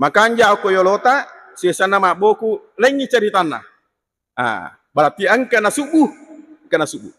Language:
Buginese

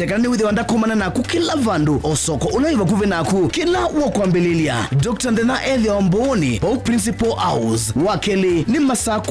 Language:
Kamba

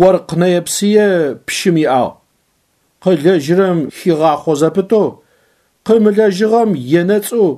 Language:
Adyghe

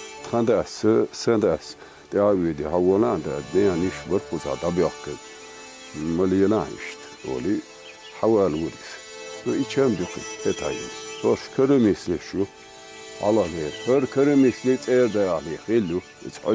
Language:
Chechen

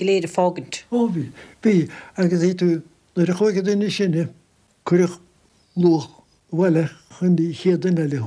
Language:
Irish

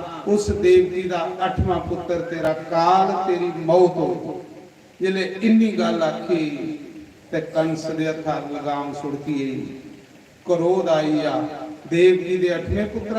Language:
Dogri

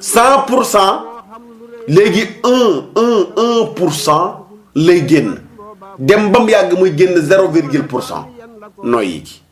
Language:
Wolof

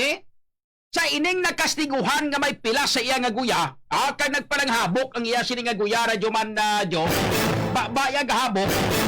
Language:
Hiligaynon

